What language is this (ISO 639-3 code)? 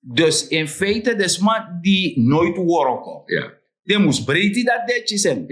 srn